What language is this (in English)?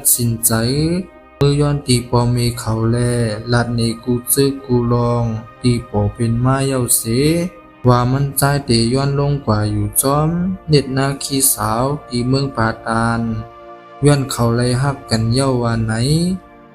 Shan